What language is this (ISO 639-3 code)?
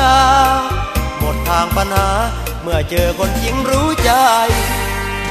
tha